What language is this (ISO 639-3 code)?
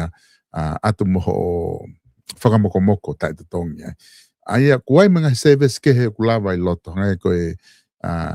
ton